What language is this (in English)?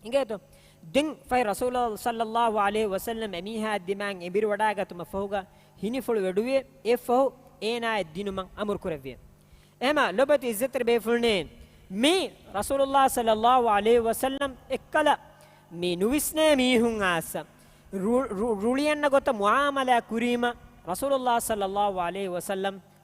Divehi